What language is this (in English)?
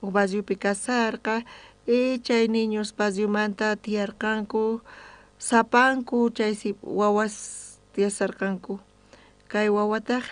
South Bolivian Quechua